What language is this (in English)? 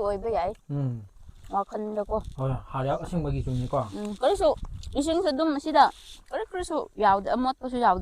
Manipuri